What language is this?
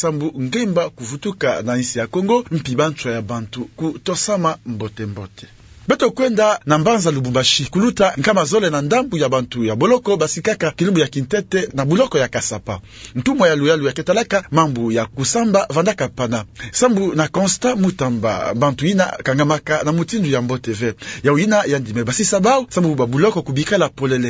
Kituba (Democratic Republic of Congo)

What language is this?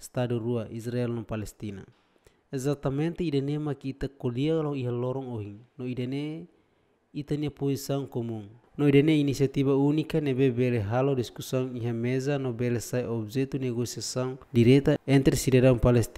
Tetum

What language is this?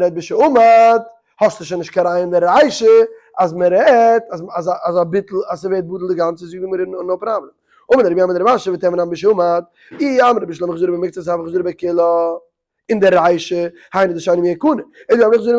Yiddish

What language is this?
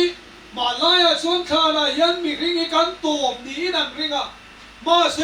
Mizo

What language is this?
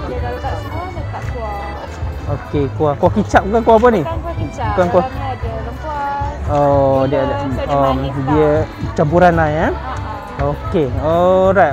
Malay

